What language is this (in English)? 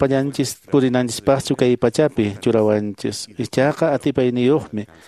Quechua